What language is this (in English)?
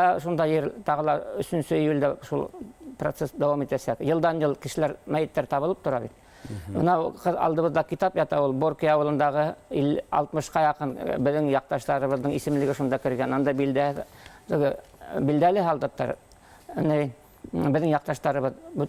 Bashkir